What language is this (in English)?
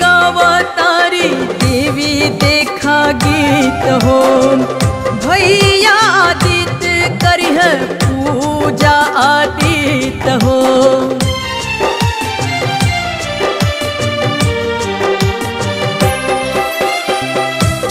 Bhojpuri